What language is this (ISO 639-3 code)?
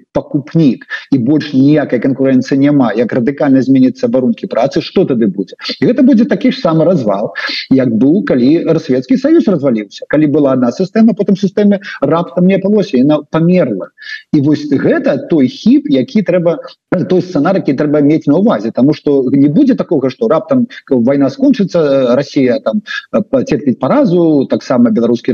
bel